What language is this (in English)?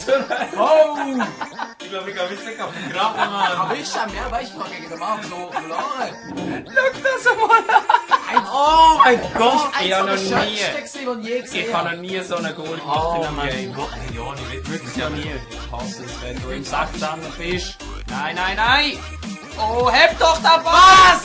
Swiss German